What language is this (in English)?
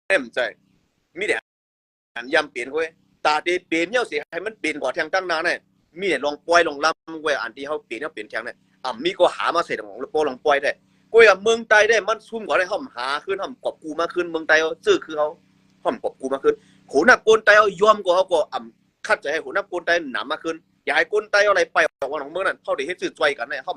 Shan